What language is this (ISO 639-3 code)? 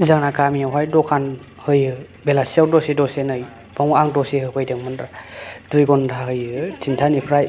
brx